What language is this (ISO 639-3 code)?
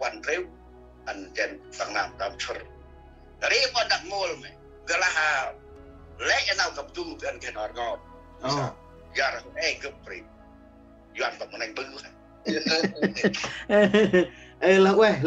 cmo